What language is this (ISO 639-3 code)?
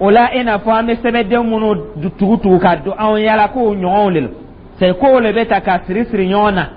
dyu